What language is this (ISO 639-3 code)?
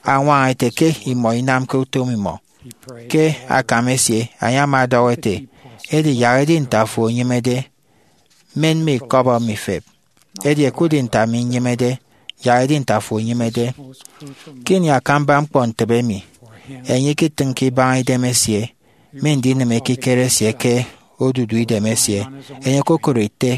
efi